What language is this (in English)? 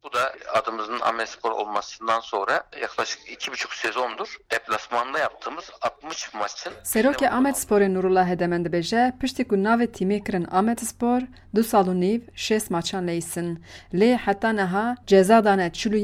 Kurdish